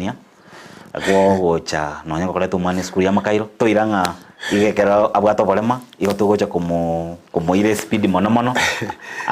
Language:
Gusii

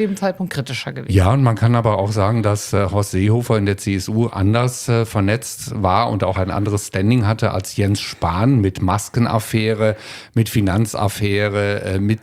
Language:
German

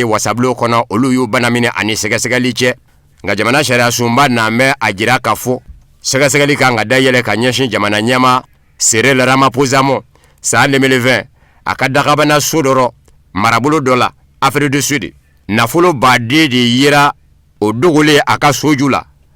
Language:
Bambara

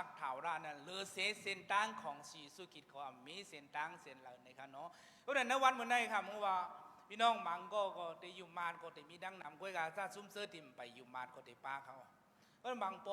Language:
Shan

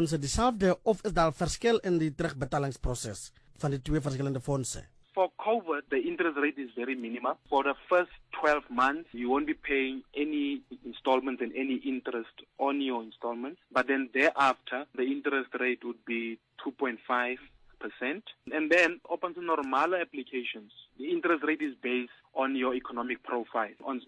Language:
Afrikaans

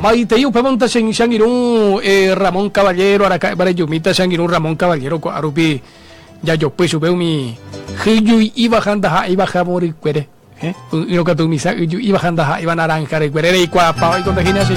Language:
Guarani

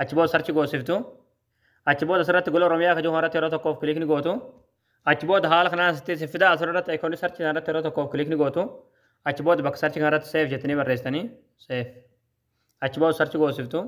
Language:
Oromo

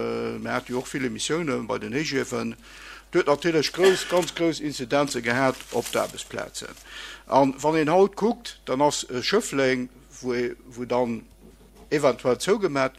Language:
Luxembourgish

